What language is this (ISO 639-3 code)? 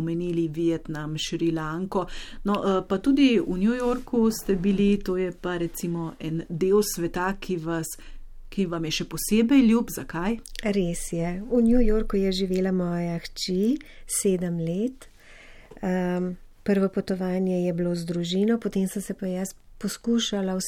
slv